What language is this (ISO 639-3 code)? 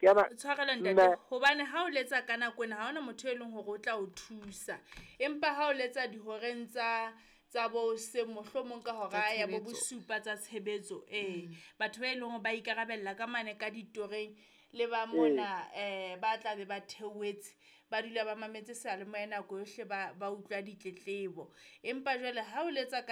sot